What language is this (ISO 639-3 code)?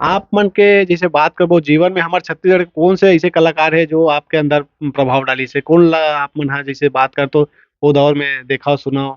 hne